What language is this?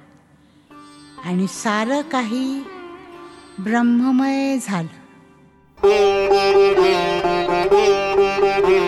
Marathi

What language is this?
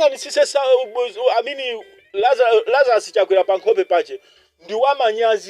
Nyanja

